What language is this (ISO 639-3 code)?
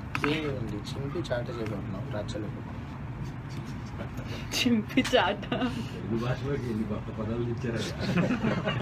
tel